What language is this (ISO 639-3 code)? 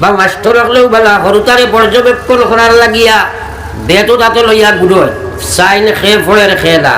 syl